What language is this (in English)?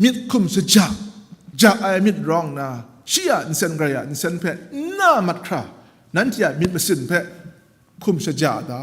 Kachin